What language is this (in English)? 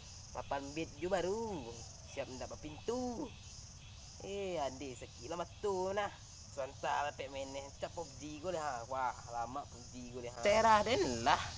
Minangkabau